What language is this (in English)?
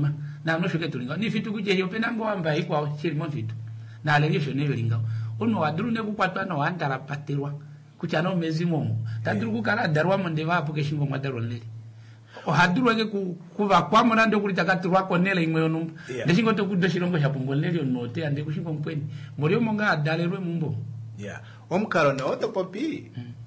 Kuanyama